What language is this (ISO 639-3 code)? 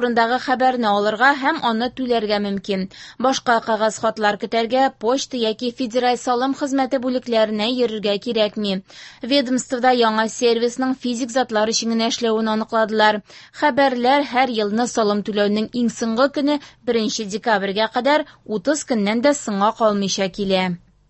tat